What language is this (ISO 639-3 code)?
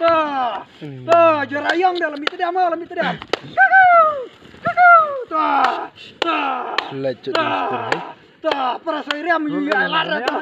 kha